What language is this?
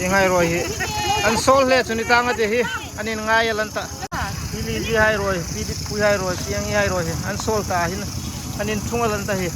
Hmar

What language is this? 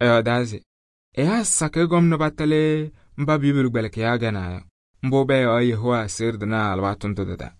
Kabiyè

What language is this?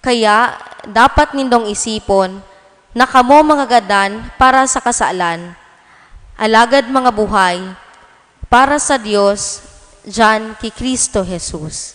Bikol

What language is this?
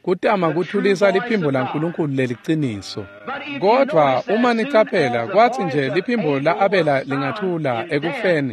Swati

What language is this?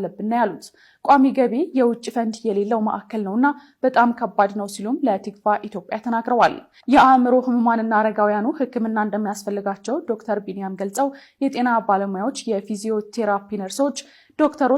Amharic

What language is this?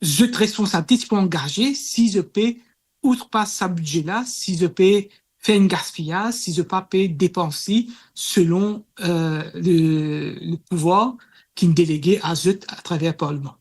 Morisyen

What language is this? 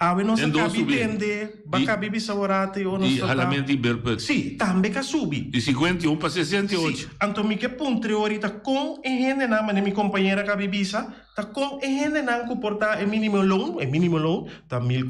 Papiamento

